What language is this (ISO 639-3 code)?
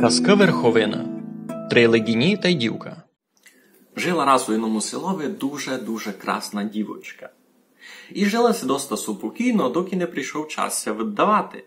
rue